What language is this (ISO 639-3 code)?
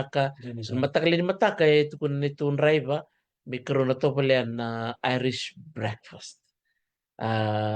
fij